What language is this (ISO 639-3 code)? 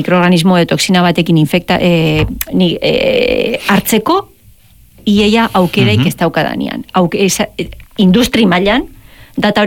eus